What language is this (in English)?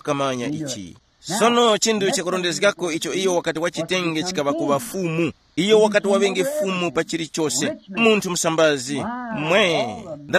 Tumbuka